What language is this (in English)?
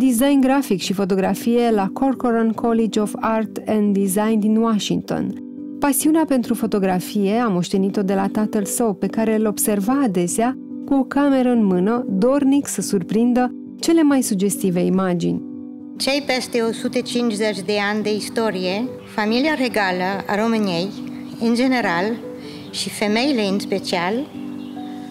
Romanian